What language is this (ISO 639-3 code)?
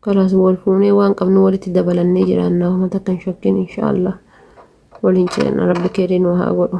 orm